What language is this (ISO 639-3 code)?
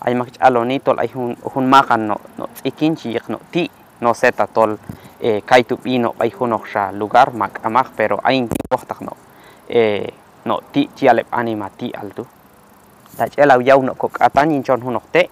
kjb